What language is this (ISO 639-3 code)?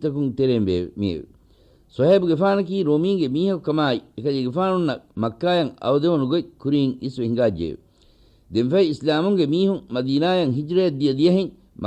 div